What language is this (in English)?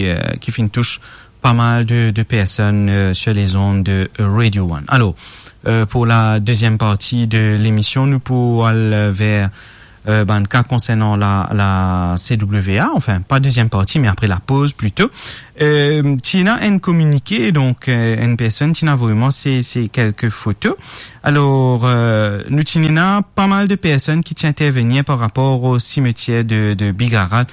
Morisyen